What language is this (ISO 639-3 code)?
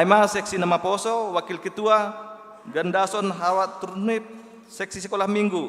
bts